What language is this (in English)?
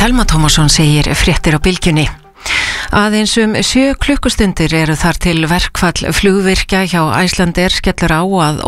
Icelandic